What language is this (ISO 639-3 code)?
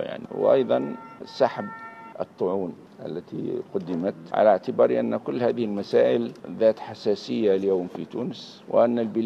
aeb